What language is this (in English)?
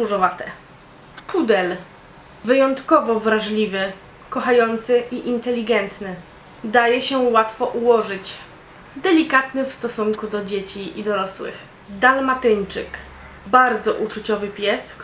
Polish